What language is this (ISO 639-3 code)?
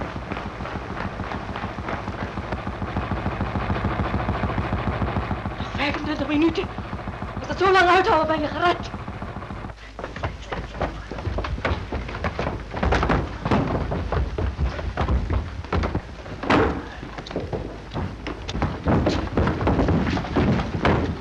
nld